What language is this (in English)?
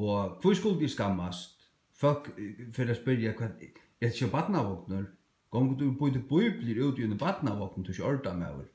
Faroese